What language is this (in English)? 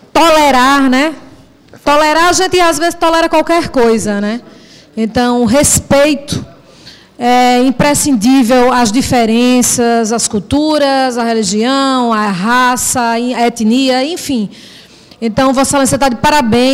Portuguese